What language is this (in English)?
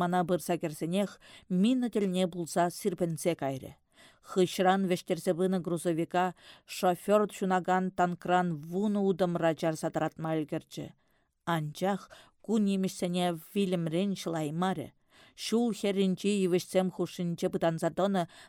Chuvash